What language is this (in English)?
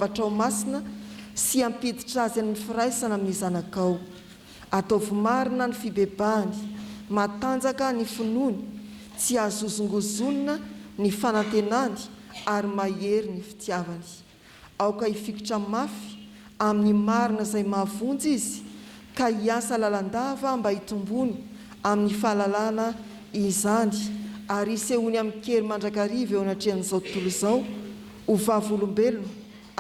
Malagasy